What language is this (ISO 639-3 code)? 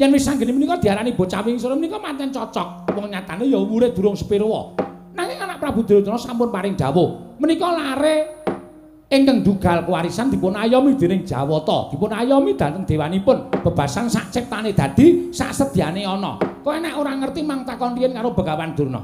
jav